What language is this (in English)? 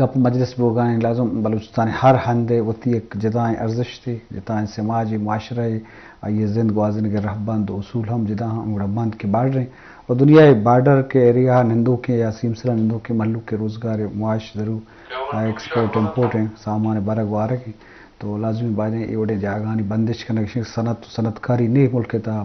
Eastern Balochi